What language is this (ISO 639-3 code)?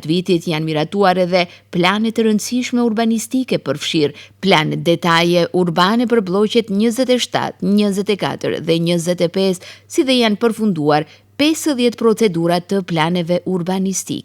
sqi